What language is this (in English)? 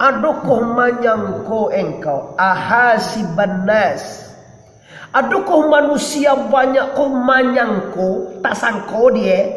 Minangkabau